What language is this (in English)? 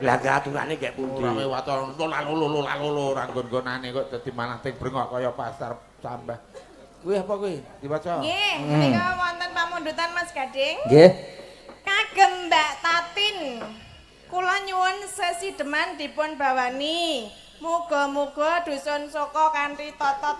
Javanese